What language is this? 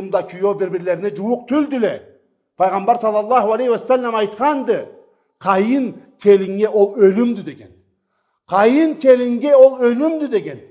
Karachay-Balkar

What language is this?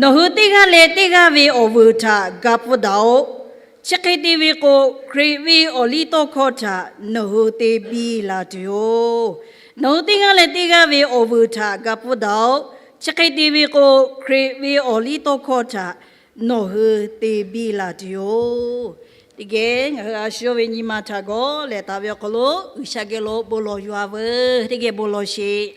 Lahu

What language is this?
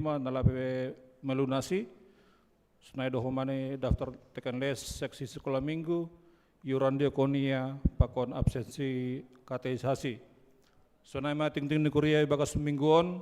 Batak Simalungun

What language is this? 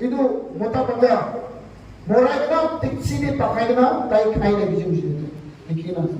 Naga Pidgin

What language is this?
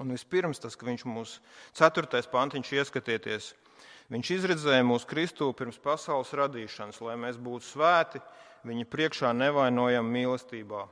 Latvian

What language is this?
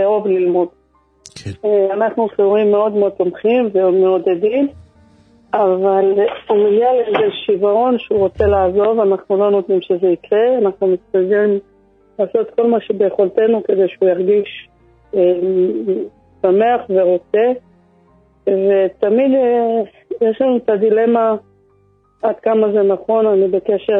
Hebrew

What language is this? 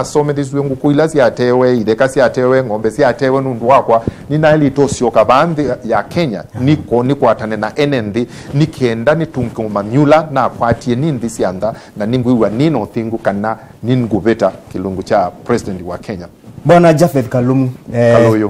Kamba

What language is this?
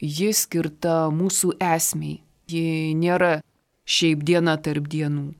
Lithuanian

